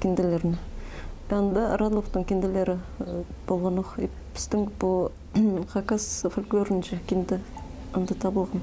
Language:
Khakas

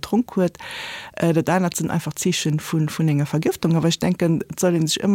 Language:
Luxembourgish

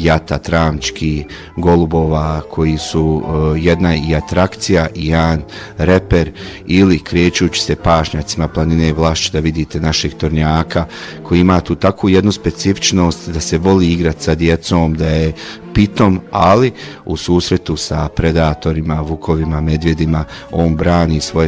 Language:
Bosnian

